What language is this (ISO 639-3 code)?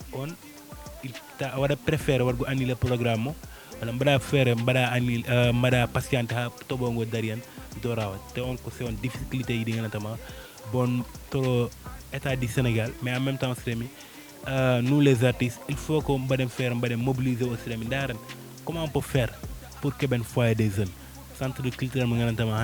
ful